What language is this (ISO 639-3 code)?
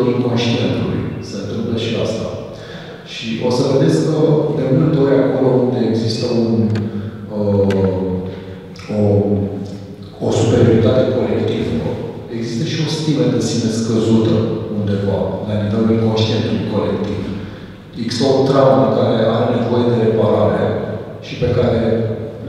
ron